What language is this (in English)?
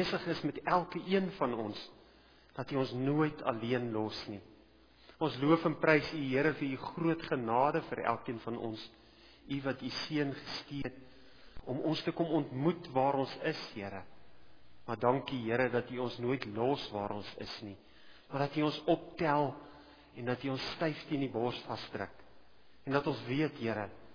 Afrikaans